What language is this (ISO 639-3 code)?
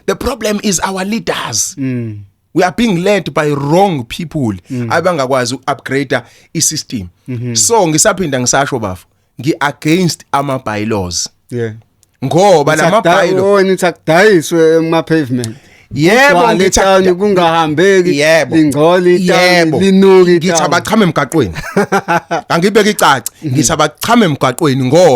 zul